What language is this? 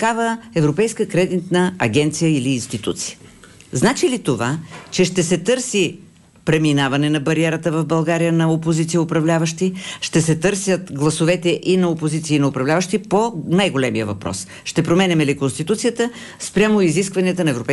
Bulgarian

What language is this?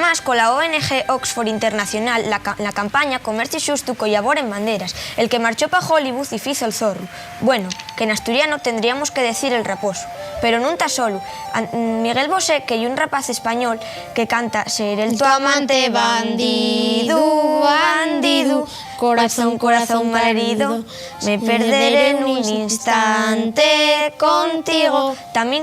Asturian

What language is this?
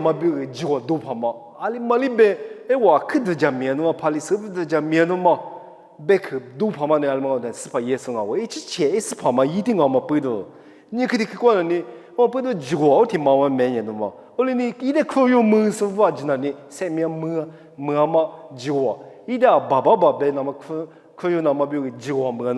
Lisu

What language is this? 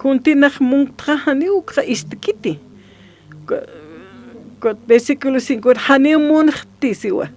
Aymara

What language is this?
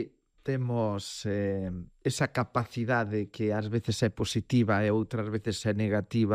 Galician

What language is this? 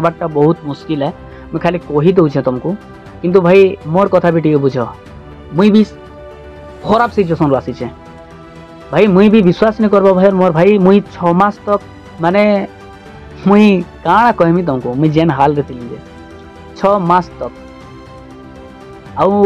Sambalpuri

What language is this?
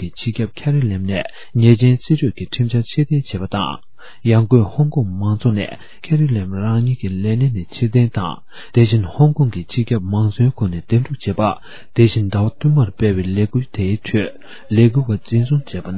Tibetan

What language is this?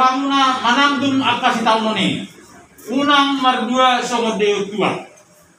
Batak Toba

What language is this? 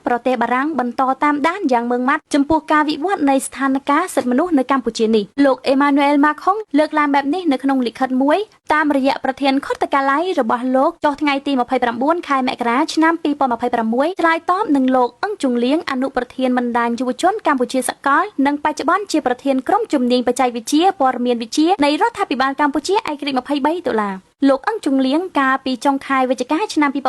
Khmer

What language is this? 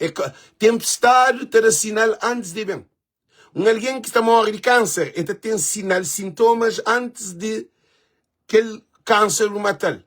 Kabuverdianu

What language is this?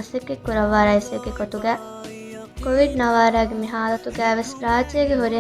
Divehi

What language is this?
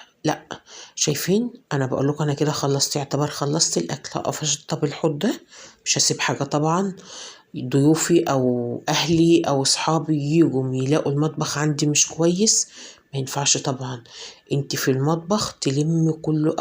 Egyptian Arabic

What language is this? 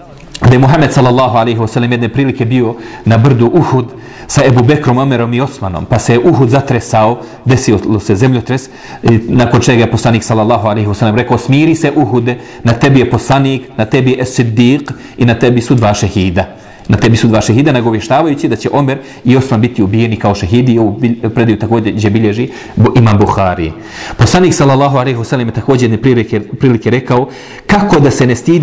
Bosnian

